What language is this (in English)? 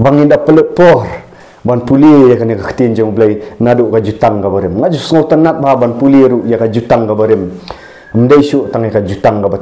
Khasi